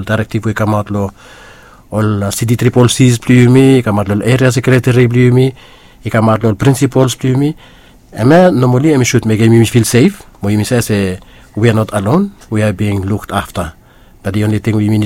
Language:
Bislama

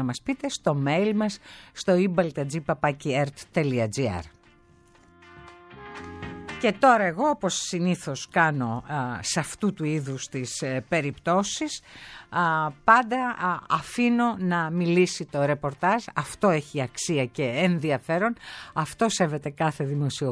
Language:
Greek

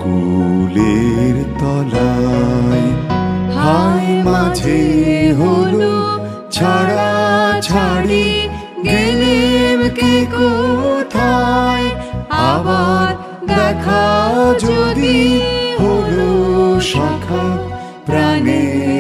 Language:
Bangla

